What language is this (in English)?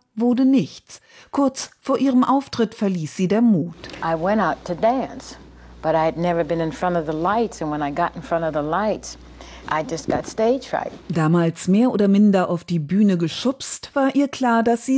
German